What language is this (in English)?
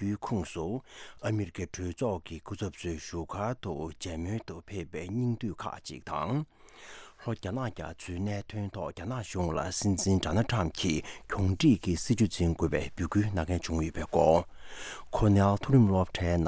Tibetan